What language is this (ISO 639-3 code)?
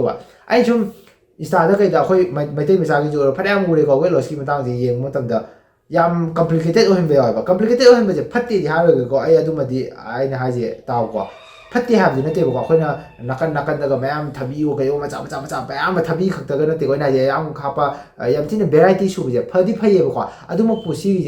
mni